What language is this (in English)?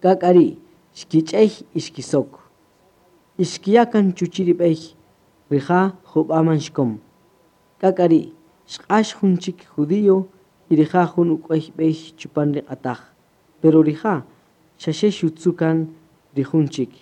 Kaqchikel